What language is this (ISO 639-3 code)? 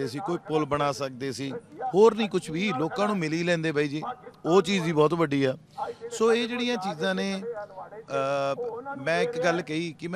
pan